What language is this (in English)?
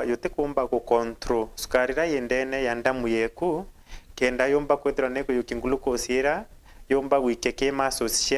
Meru